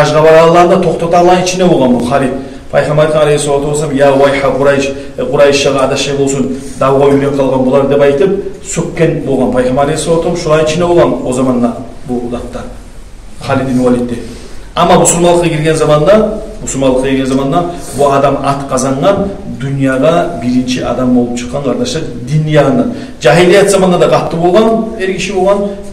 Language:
Kumyk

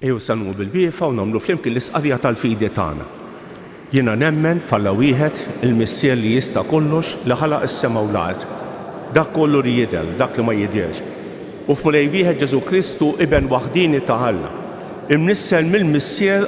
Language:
Maltese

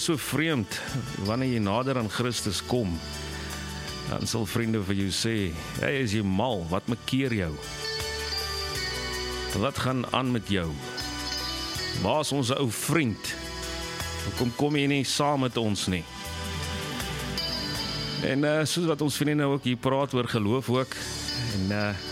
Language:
Afrikaans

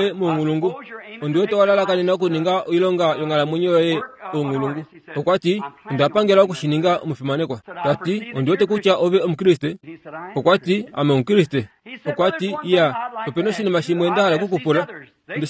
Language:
Kuanyama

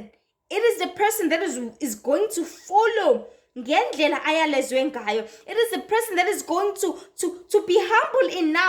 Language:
Zulu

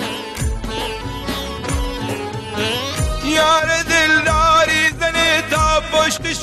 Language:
Persian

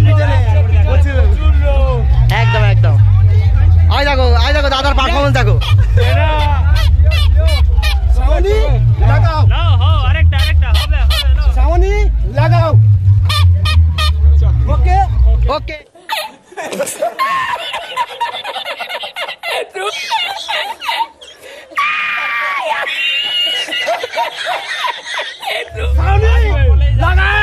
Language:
Bangla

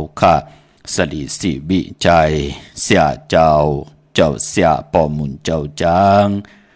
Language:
Shan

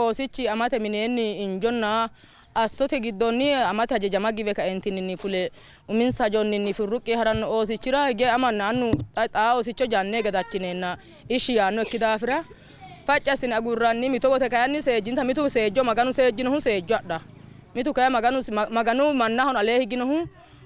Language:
Sidamo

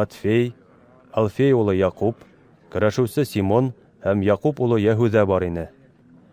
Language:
Bashkir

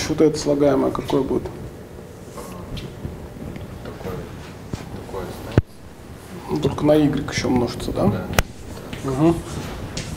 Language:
Russian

